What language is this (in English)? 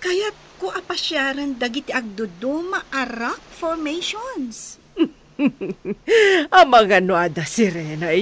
Iloko